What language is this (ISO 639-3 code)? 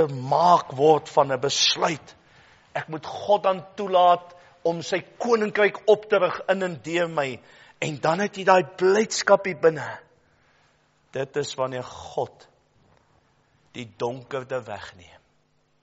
afr